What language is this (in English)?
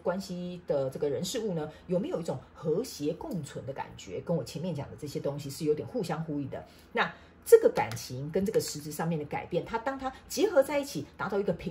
Chinese